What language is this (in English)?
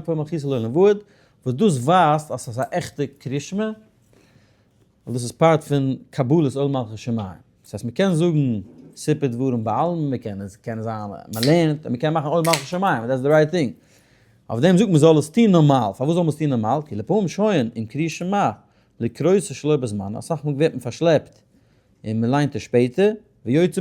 Yiddish